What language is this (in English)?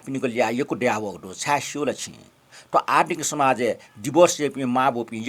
Newari